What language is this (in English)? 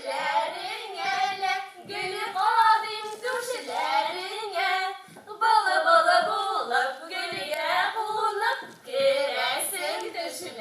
Tatar